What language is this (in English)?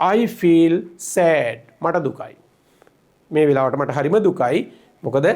Sinhala